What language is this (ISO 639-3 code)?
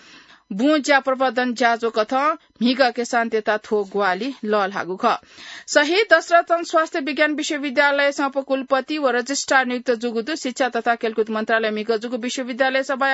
new